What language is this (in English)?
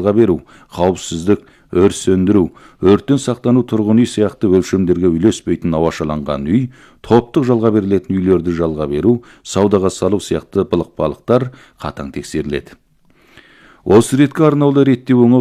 Kazakh